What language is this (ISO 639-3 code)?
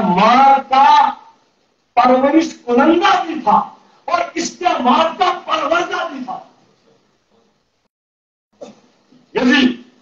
urd